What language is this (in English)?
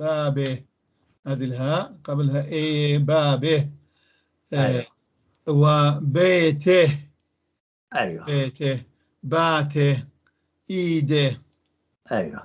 North Levantine Arabic